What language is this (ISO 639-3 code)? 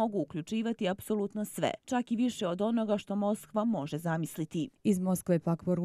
bos